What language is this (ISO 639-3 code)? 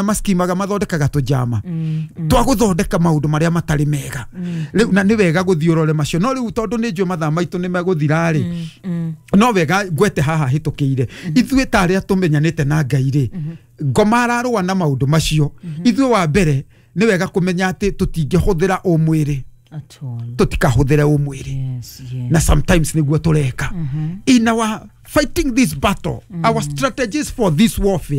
kik